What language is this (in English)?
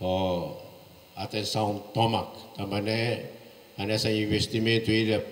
Tetum